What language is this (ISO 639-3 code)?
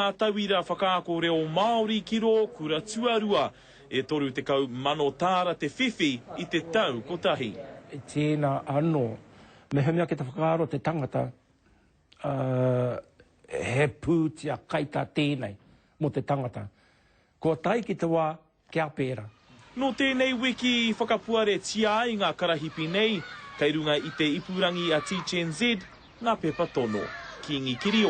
mri